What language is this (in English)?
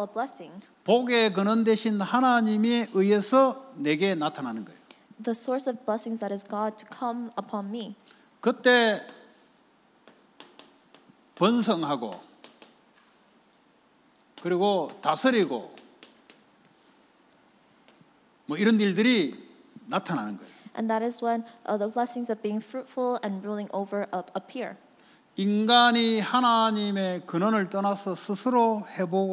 Korean